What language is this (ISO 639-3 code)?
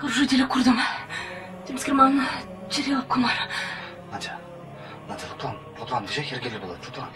chv